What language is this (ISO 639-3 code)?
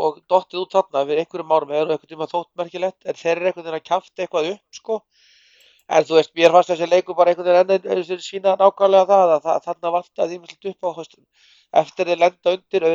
isl